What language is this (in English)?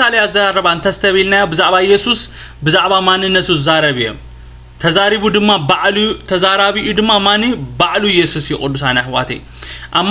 Tigrinya